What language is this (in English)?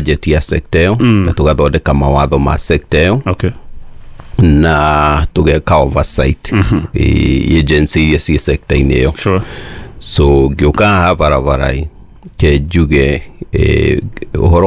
Kikuyu